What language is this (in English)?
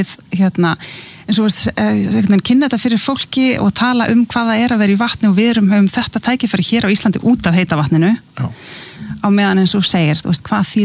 Icelandic